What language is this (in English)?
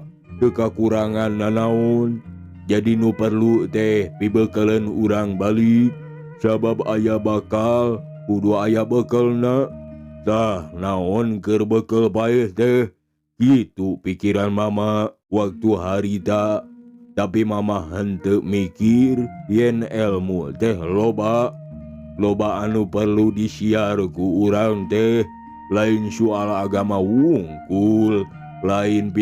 Sundanese